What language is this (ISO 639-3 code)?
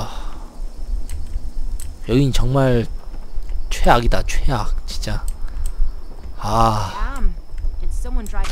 kor